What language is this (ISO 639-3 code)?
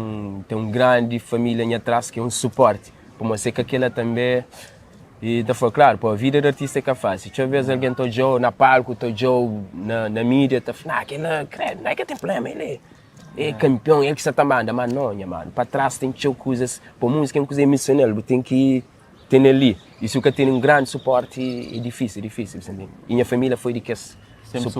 kea